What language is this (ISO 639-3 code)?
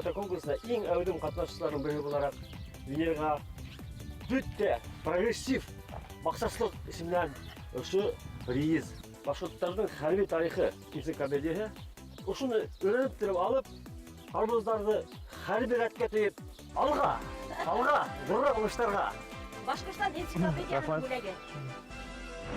bak